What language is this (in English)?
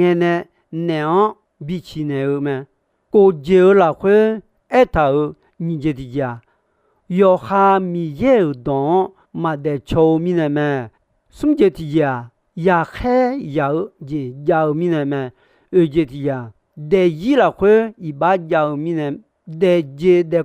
Akha